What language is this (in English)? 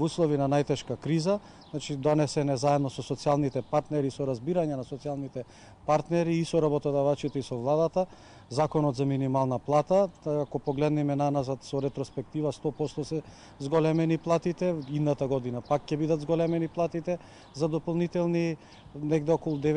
Macedonian